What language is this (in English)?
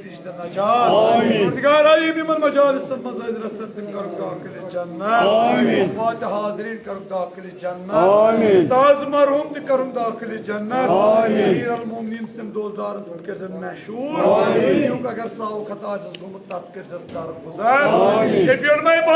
Kashmiri